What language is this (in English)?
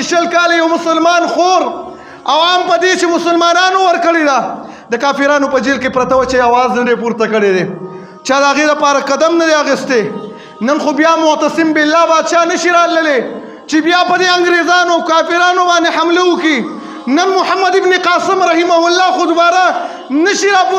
Pashto